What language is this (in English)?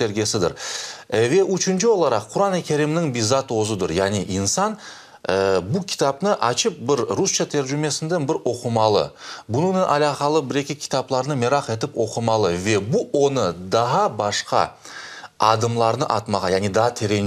Crimean Tatar